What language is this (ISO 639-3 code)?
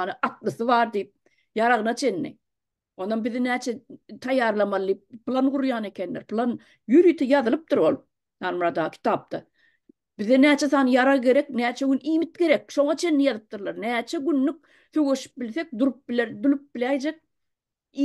tuk